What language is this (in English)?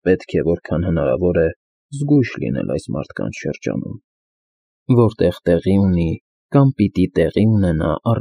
Armenian